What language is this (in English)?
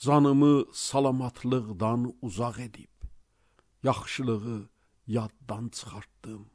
Azerbaijani